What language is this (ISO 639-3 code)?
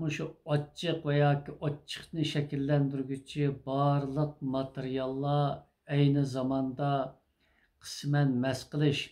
uig